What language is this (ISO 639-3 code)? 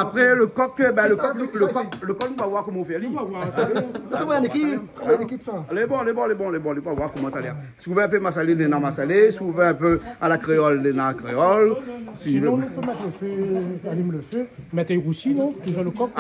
rcf